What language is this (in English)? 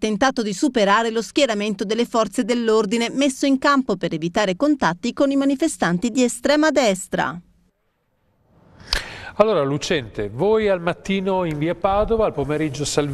Italian